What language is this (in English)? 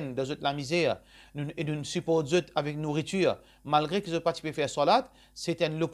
Morisyen